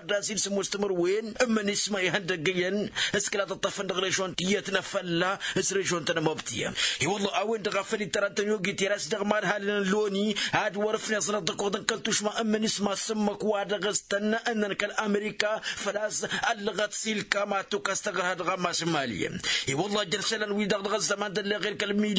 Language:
Tamasheq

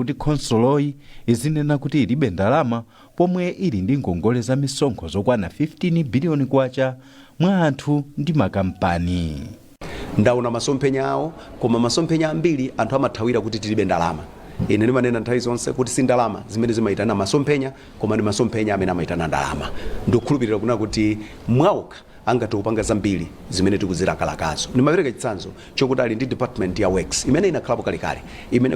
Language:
Nyanja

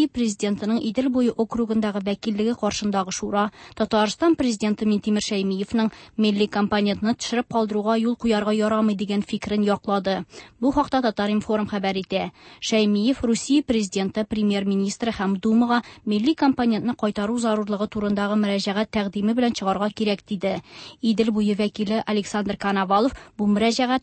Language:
Tatar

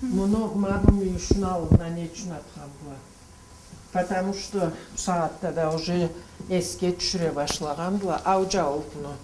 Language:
Karachay-Balkar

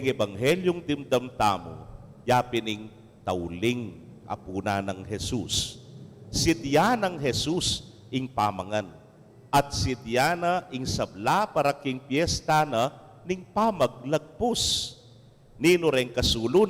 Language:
Pampanga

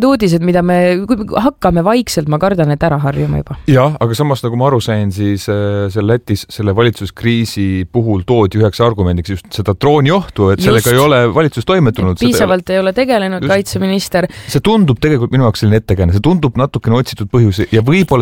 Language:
Estonian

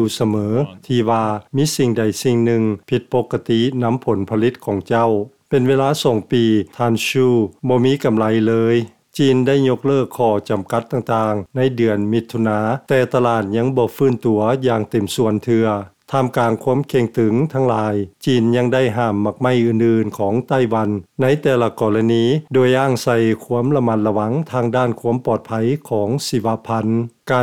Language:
Lao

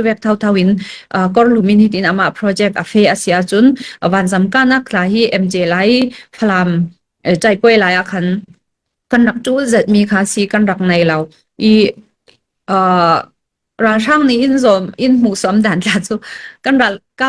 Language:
Falam Chin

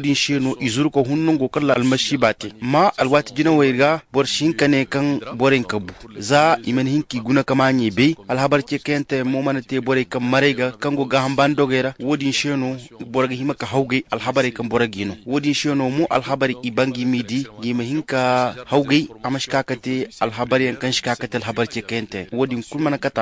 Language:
Zarma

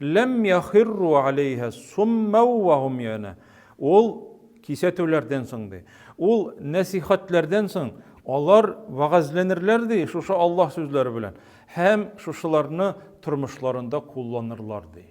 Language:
Tatar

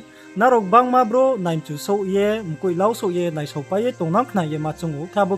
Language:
Riang (India)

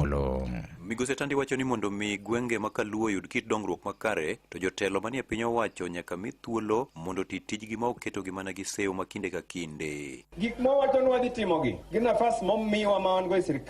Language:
Luo (Kenya and Tanzania)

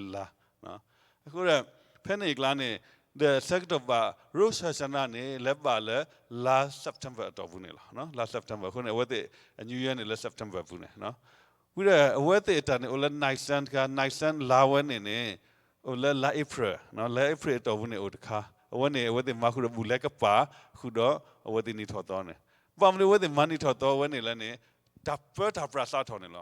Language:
S'gaw Karen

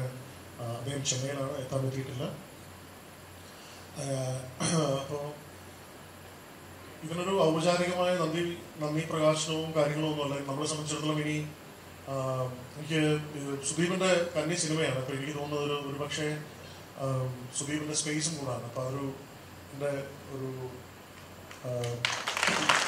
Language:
Malayalam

